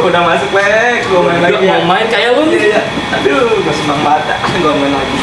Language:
Betawi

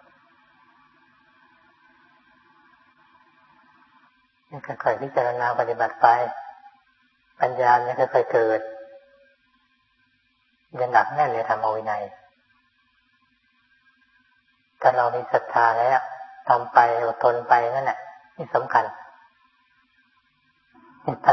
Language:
Thai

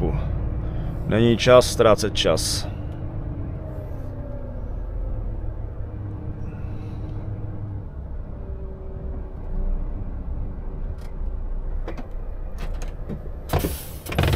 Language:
Czech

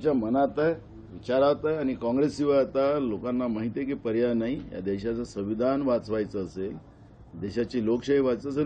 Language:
Marathi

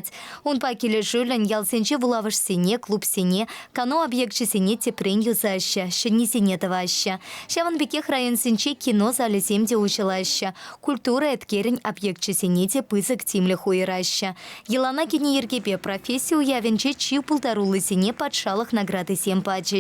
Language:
Chuvash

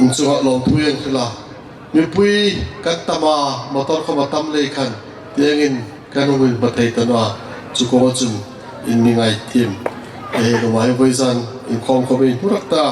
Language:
Hmar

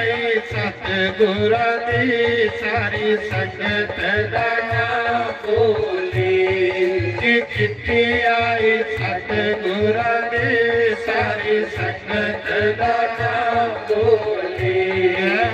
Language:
Dogri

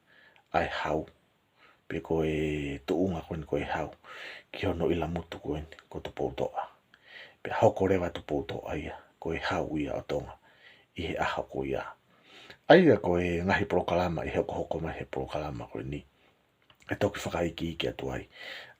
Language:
Tongan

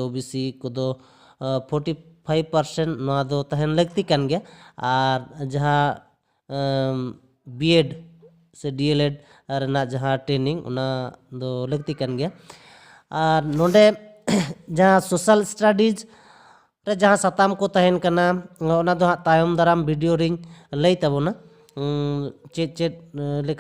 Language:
Santali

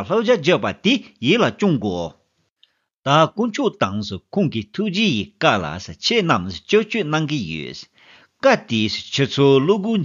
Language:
Tibetan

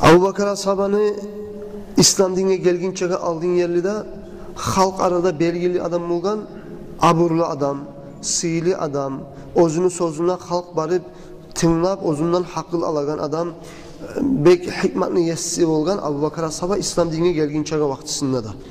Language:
Kumyk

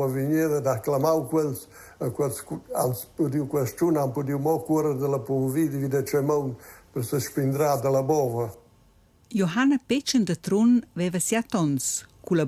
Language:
Romansh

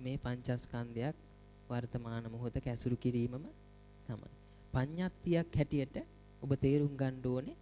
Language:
Sinhala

